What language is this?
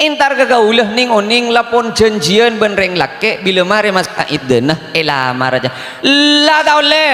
Madurese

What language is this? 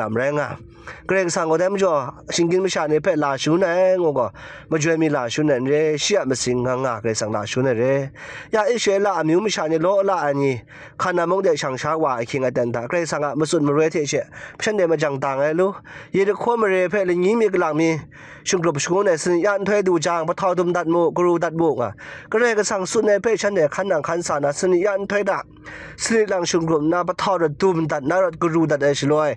Kachin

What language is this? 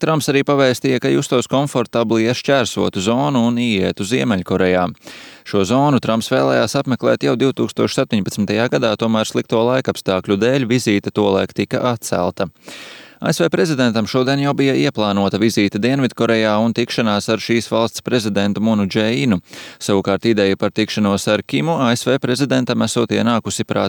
Latvian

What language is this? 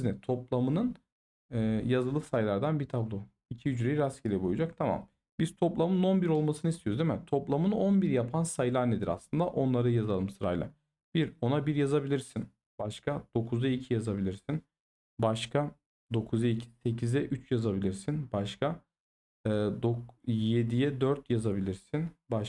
Turkish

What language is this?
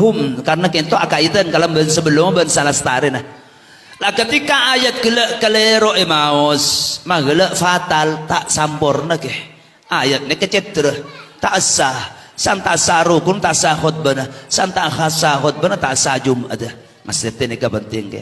Madurese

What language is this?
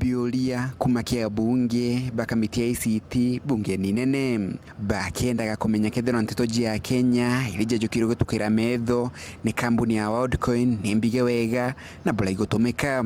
Meru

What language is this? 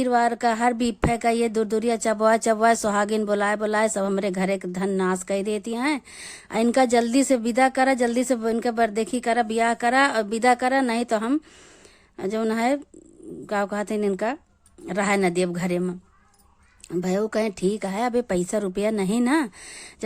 Awadhi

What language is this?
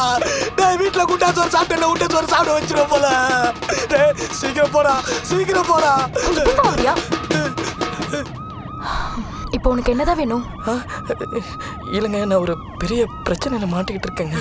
Tamil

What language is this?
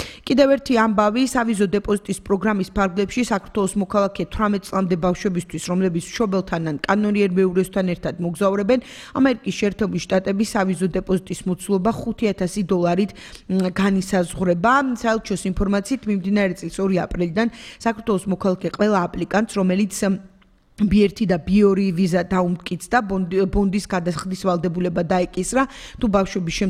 Georgian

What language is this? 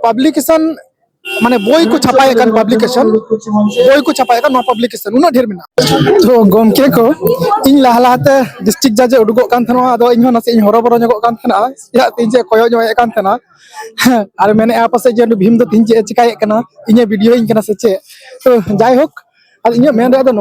Santali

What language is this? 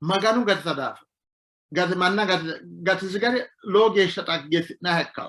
Sidamo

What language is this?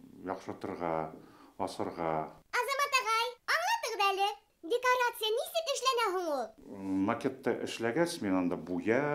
Bashkir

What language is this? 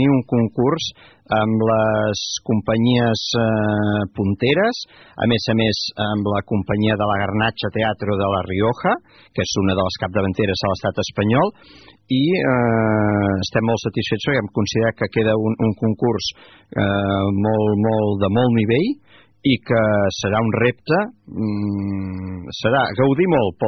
Catalan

